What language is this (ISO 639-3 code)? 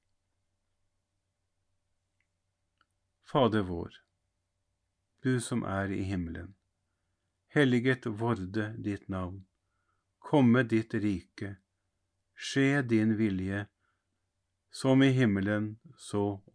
nor